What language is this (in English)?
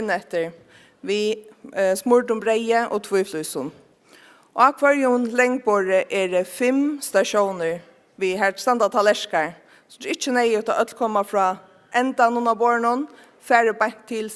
Faroese